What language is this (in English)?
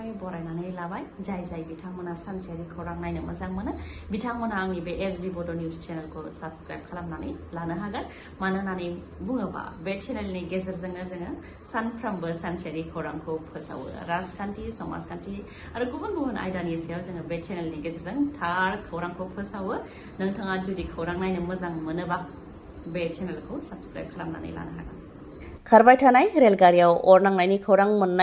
Bodo